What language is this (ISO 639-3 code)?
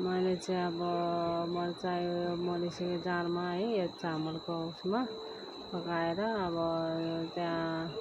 nep